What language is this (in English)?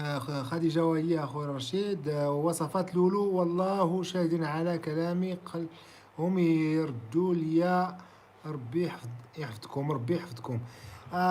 Moroccan Arabic